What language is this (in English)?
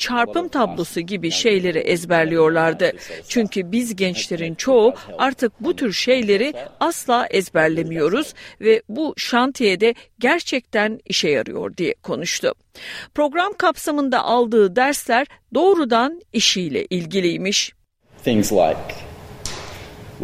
Turkish